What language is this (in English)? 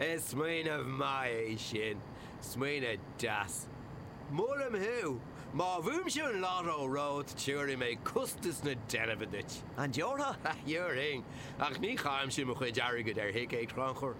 Irish